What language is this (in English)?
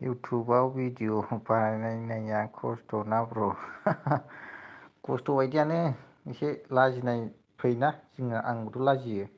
Bodo